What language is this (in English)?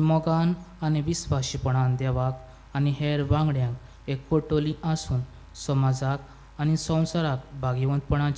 Konkani